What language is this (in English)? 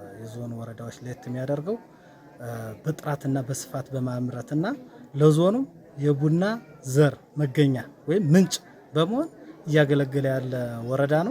Amharic